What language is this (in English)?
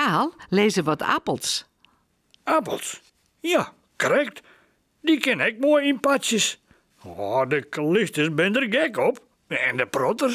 Western Frisian